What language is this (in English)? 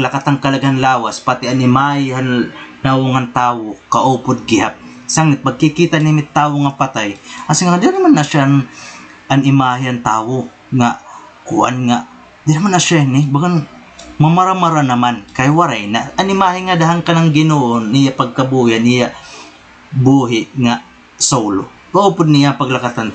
Waray